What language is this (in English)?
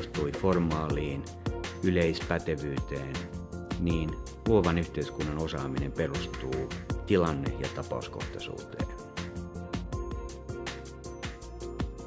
Finnish